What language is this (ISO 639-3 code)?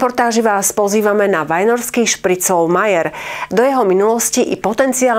slk